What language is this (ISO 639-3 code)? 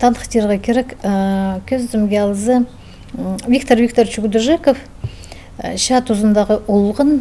kjh